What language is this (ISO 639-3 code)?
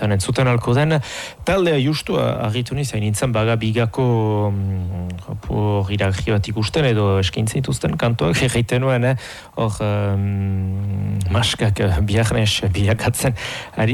eus